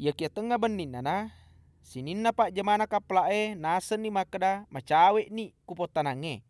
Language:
Buginese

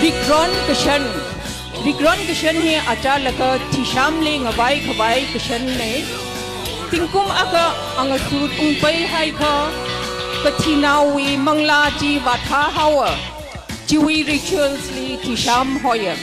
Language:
Tangkhul Naga (India)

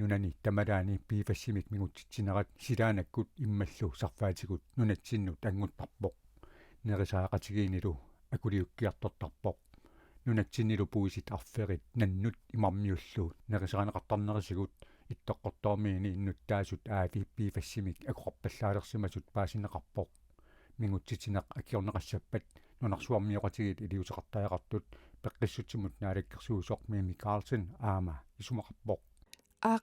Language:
Kalaallisut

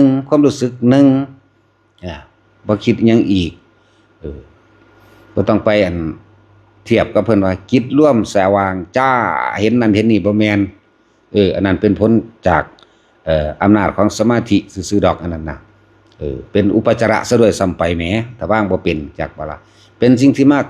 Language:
Northeastern Thai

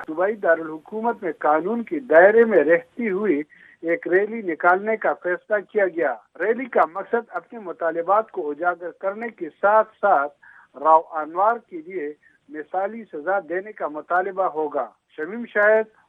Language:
Urdu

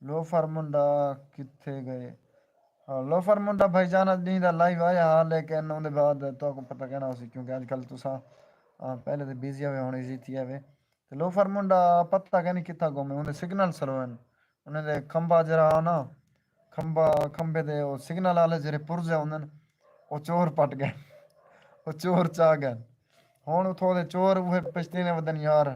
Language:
Saraiki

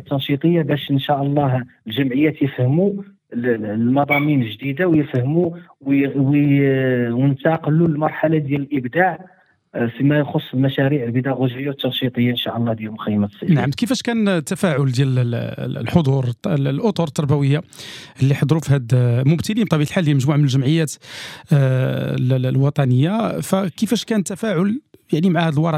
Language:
Moroccan Arabic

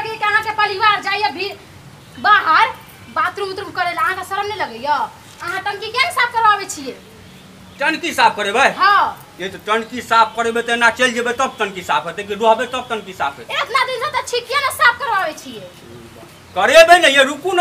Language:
Maithili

